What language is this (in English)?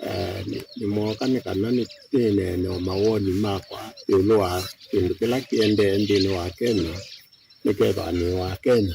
Kamba